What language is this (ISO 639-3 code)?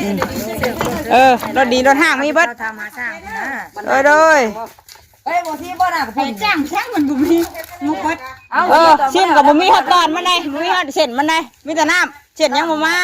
tts